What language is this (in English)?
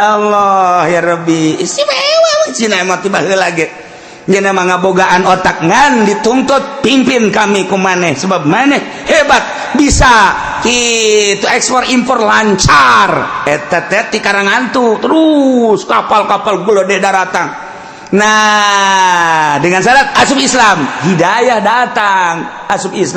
Sundanese